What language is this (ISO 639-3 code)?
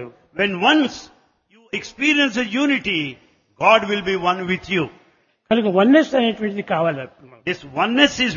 tel